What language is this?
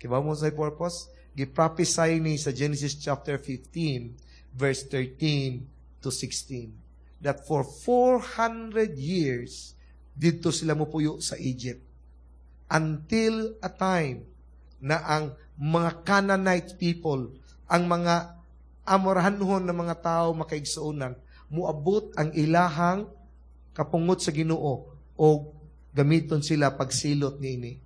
Cebuano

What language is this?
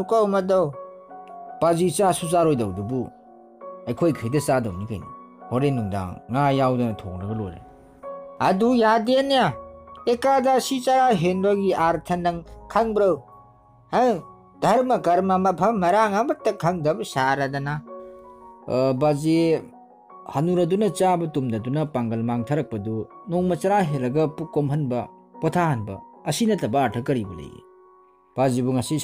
Manipuri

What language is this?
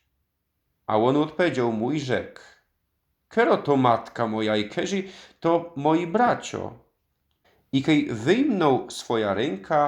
Silesian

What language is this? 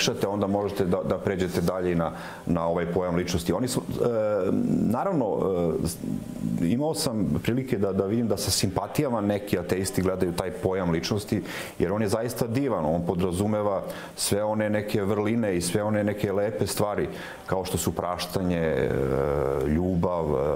Serbian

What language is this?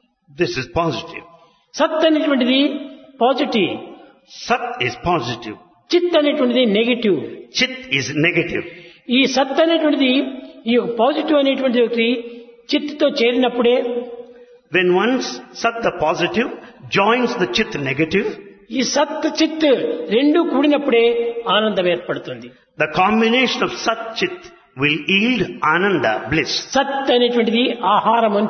Telugu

